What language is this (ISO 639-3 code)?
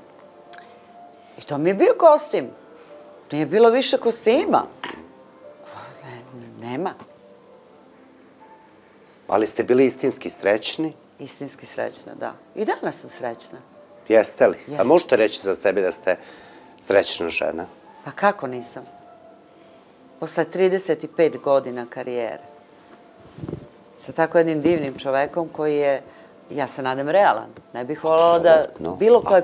srp